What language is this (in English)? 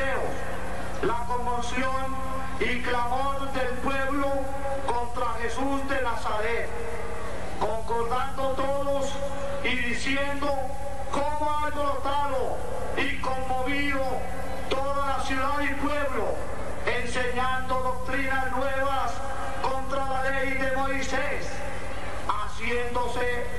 Spanish